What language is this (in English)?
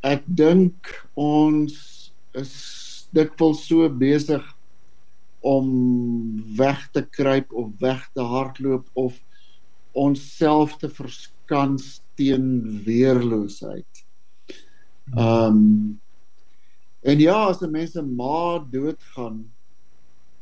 Afrikaans